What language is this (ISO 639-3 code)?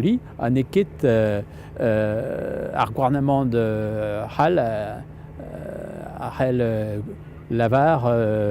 bre